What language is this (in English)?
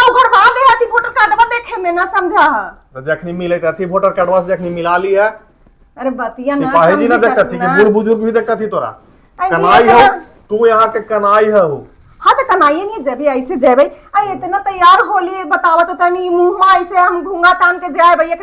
Magahi